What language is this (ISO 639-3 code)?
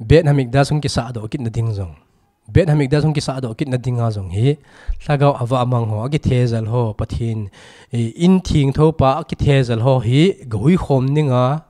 tcz